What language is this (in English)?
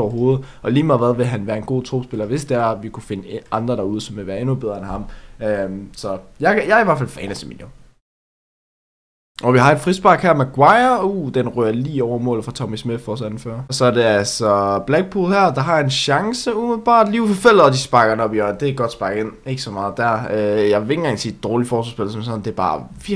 Danish